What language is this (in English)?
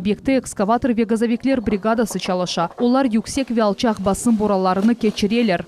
Crimean Tatar